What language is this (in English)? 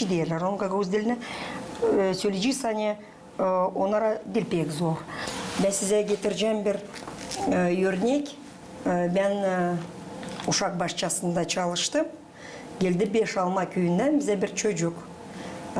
Gagauz